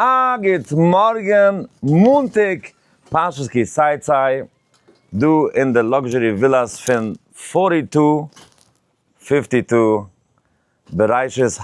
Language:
Yiddish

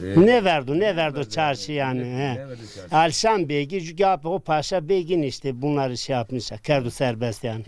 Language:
Zaza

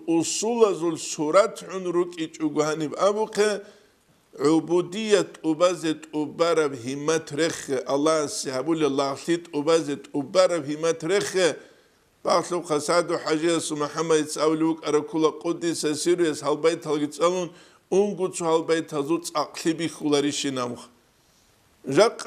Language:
Avaric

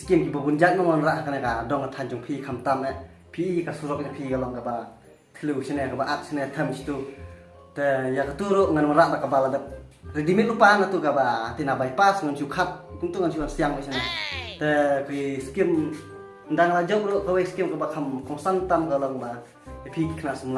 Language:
Khasi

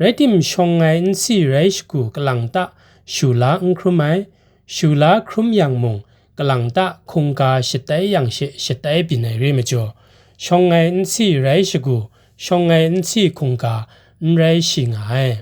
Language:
Kachin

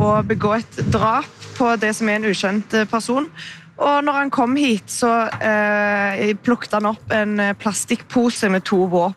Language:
Norwegian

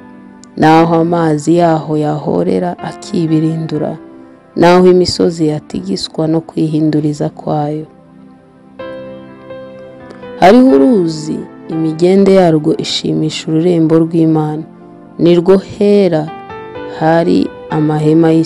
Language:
Kinyarwanda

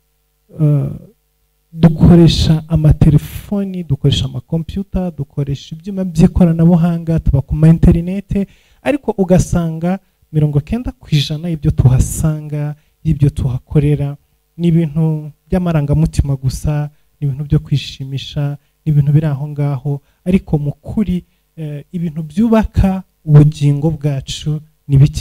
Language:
Kinyarwanda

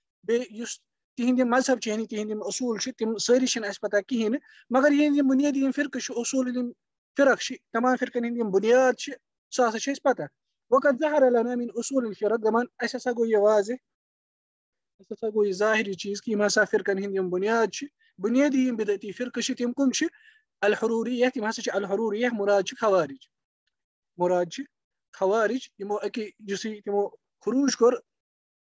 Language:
Kashmiri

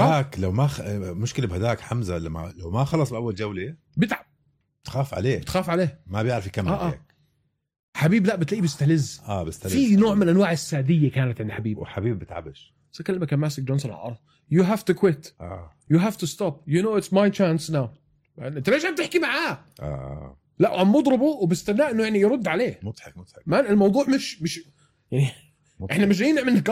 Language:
North Levantine Arabic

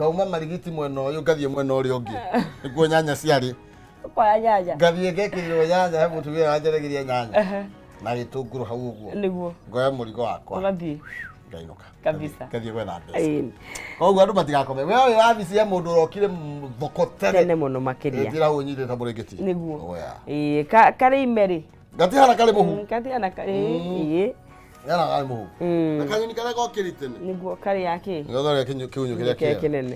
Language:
Kikuyu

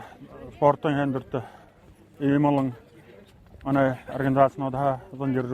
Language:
Buriat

